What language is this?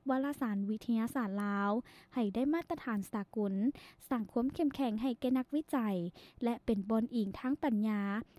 Lao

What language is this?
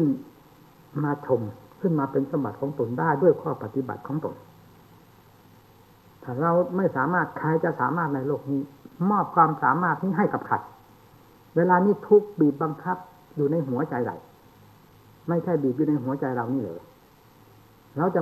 Thai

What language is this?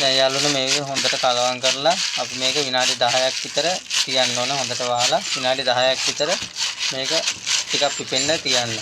Sinhala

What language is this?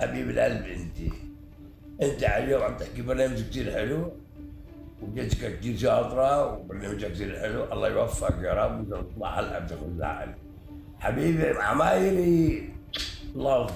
North Levantine Arabic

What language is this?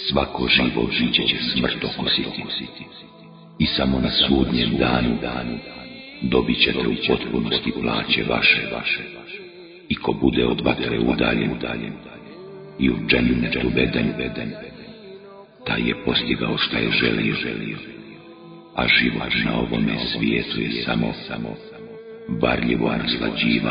Bosnian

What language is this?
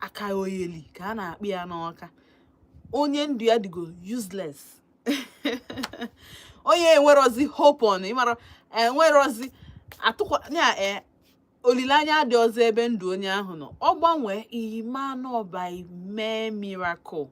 Igbo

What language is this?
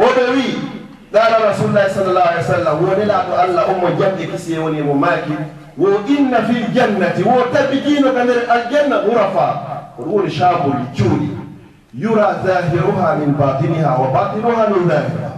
Fula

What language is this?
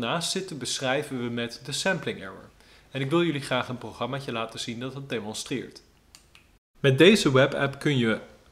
Dutch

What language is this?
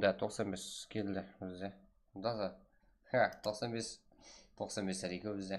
Kara-Kalpak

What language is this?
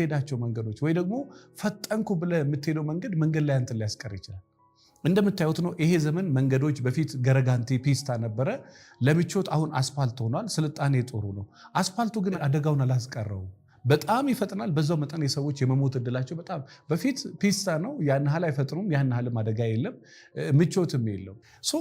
Amharic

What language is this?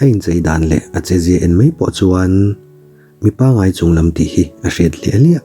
Mizo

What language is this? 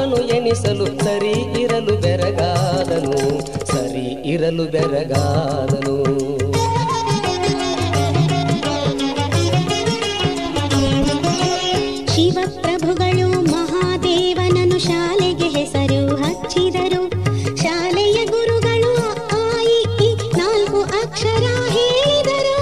Kannada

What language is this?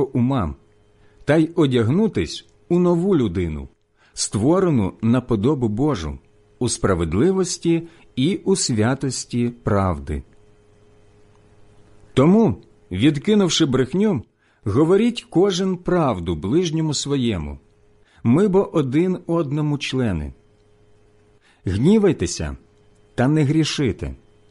Ukrainian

